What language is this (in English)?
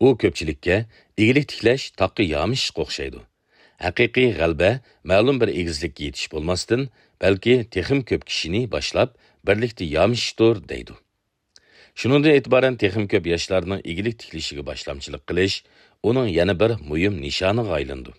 Uyghur